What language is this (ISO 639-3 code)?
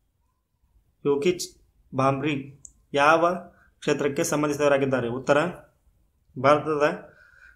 kan